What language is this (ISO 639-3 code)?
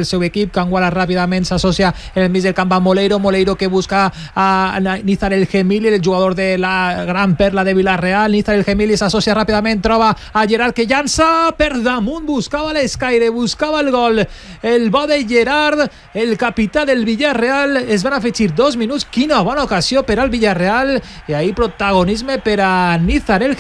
cat